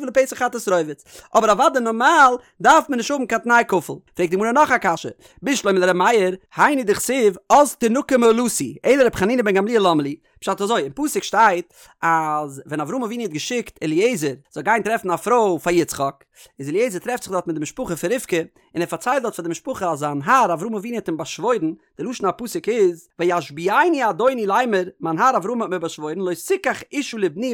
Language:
Yiddish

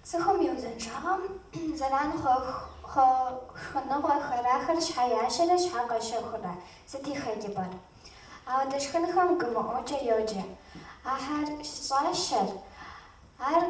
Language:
Kabardian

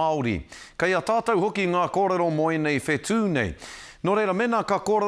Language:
Māori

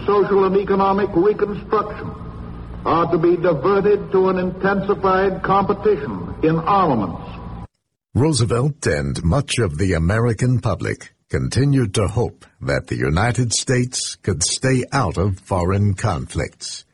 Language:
English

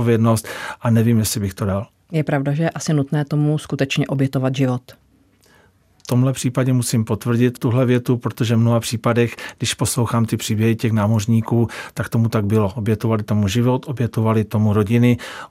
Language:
Czech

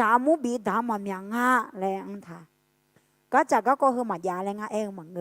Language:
Akha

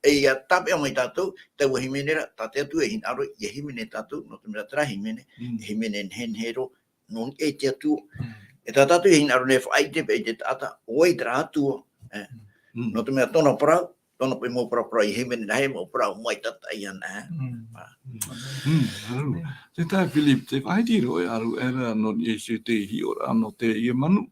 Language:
Tahitian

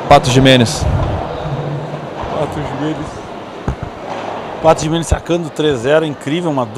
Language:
Portuguese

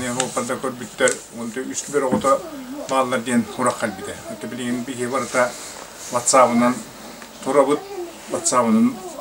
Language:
Yakut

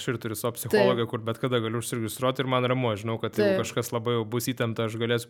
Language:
Lithuanian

